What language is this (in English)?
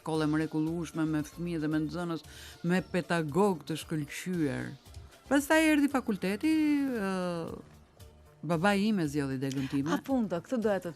Albanian